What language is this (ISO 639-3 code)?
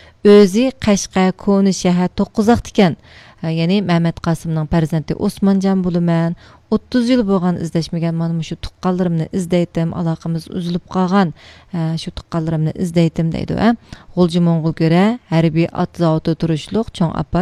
uig